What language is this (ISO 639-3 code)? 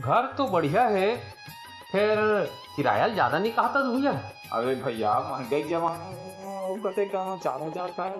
hne